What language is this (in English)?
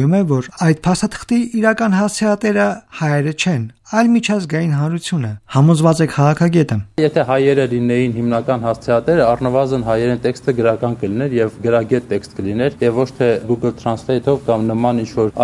Armenian